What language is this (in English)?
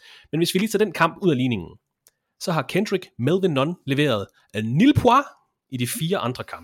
Danish